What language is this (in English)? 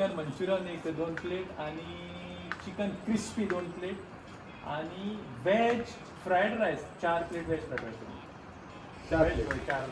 Konkani